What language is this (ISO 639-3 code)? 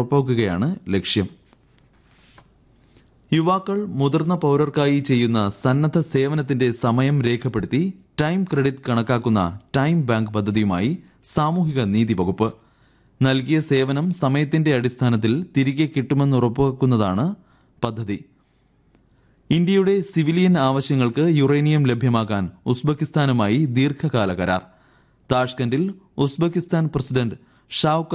mal